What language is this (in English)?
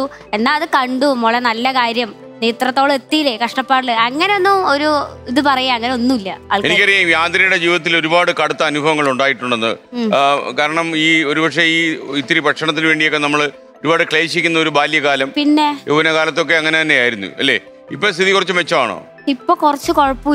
Malayalam